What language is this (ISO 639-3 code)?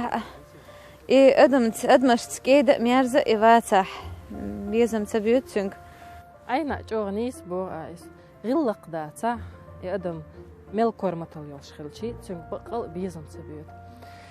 che